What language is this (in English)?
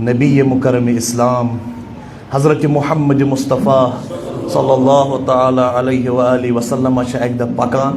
Kashmiri